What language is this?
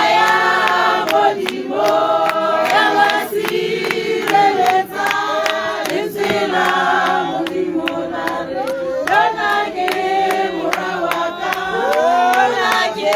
Tswana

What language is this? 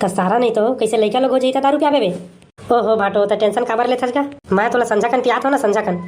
Chhattisgarhi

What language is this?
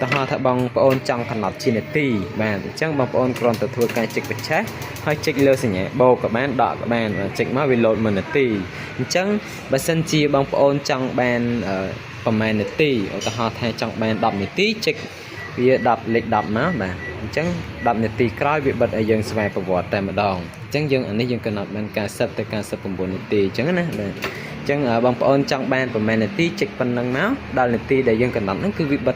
Khmer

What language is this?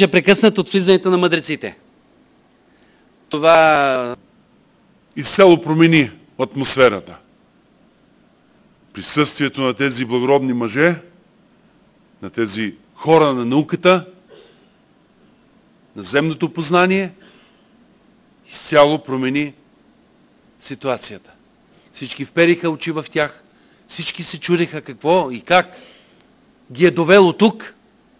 Bulgarian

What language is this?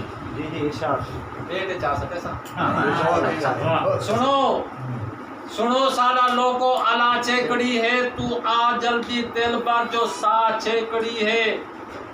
Saraiki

